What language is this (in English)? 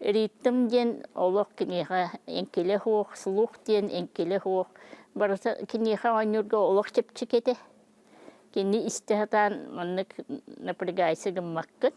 Yakut